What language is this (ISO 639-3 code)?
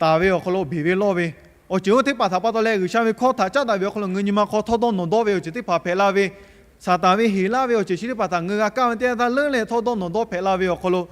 lhu